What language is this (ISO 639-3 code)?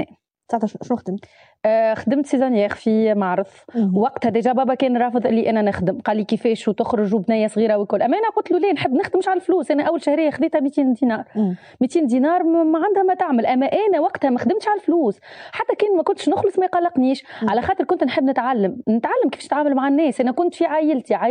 aeb